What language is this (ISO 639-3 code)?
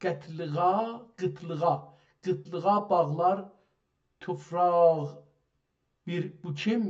azb